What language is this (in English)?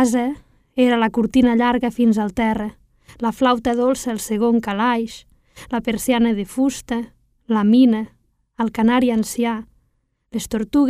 Catalan